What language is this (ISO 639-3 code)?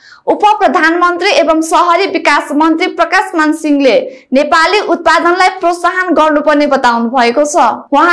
nep